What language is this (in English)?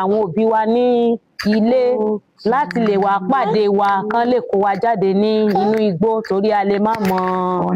Yoruba